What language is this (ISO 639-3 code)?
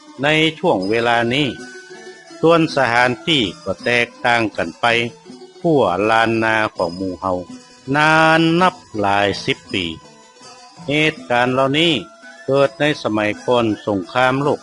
nod